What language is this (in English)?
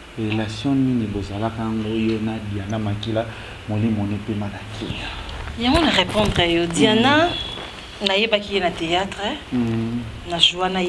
Lingala